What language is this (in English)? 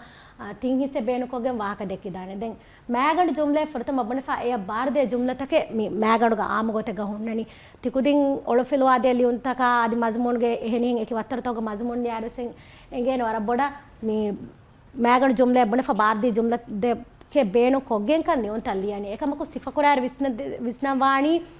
Divehi